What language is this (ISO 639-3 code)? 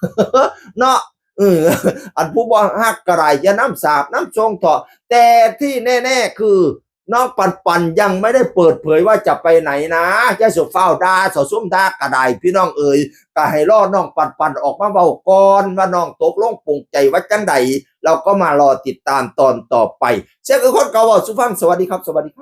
tts